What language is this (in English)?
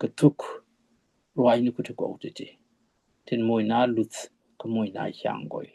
Nuer